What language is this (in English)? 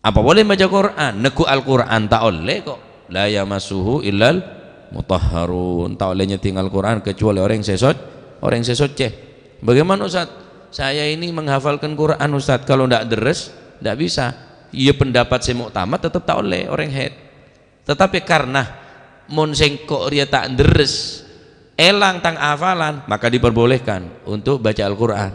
Madurese